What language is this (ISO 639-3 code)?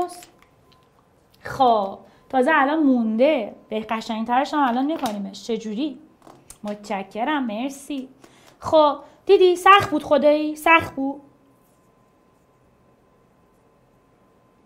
fas